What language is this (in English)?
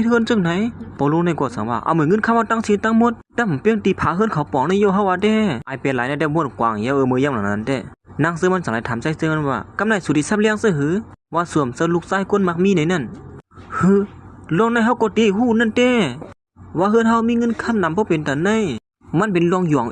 Shan